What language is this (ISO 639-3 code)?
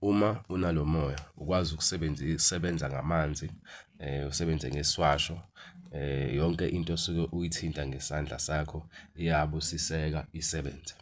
zul